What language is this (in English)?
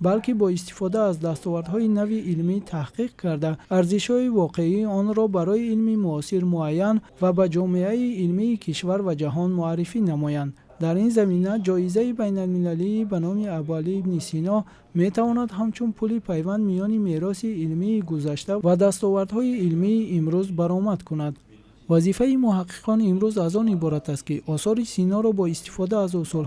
Tajik